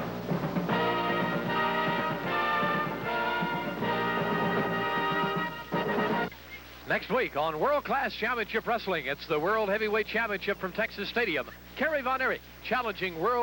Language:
English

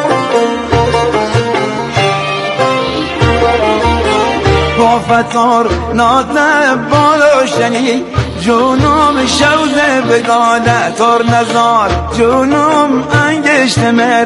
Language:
Persian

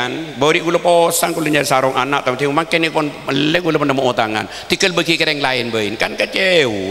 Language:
Madurese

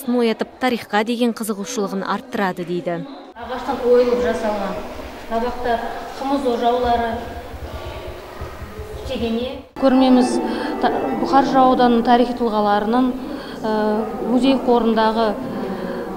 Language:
Kazakh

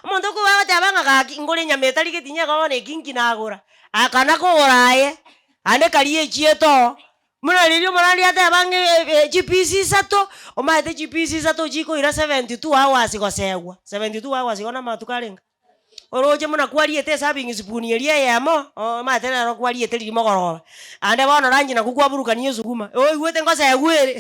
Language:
Gusii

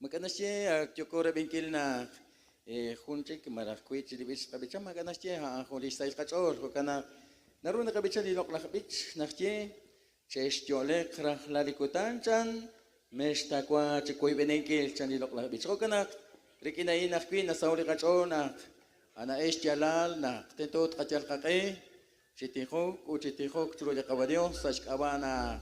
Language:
Kekchí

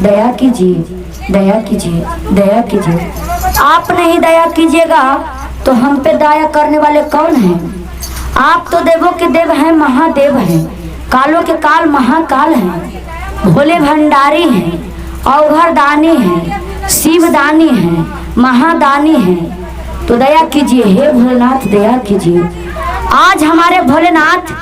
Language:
Magahi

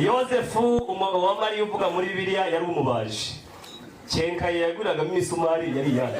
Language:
Kinyarwanda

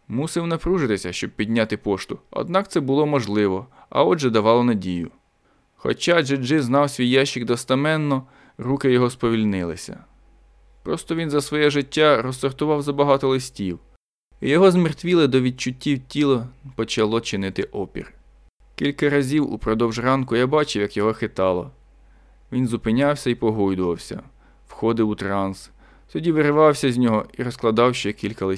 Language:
Ukrainian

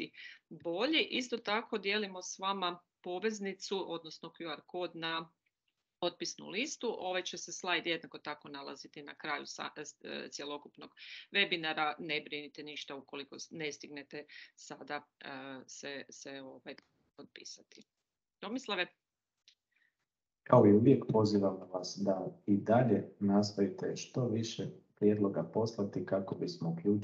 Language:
Croatian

